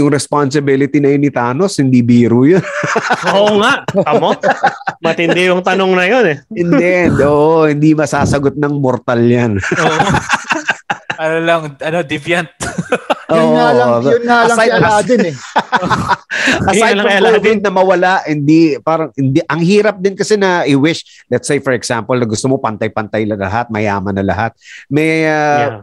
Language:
Filipino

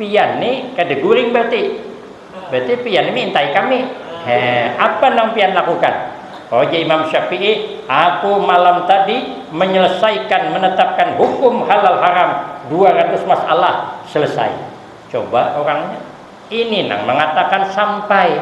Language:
Banjar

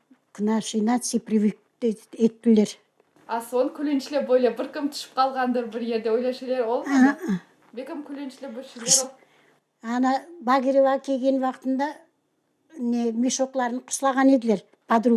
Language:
Crimean Tatar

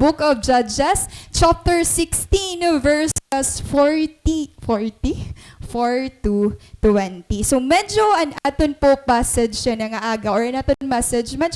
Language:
Waray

